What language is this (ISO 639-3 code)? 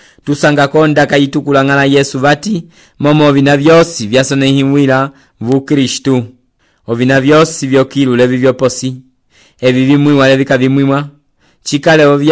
umb